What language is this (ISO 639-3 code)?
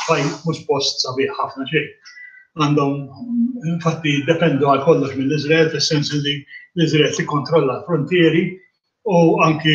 mlt